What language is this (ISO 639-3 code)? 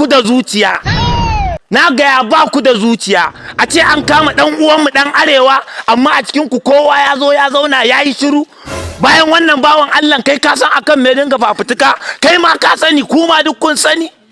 hau